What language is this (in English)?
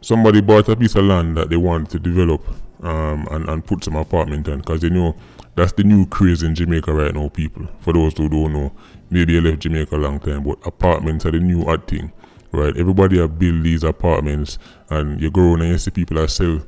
Jamaican Creole English